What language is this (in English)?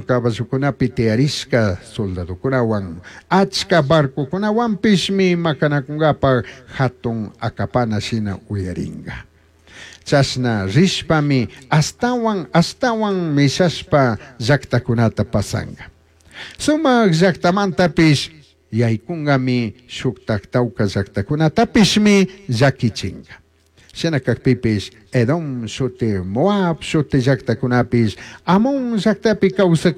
Chimborazo Highland Quichua